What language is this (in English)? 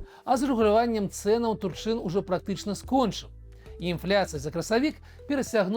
Belarusian